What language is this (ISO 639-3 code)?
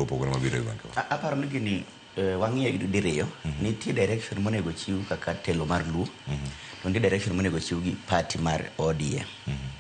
luo